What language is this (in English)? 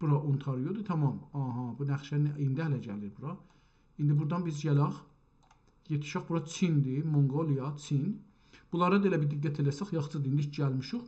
South Azerbaijani